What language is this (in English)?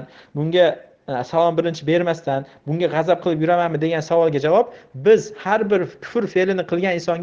Uzbek